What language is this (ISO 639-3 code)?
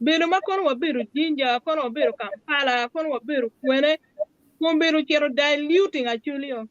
ach